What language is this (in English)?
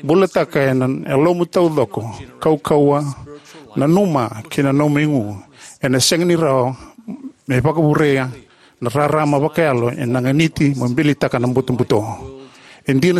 Fijian